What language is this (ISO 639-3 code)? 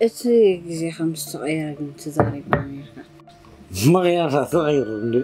tir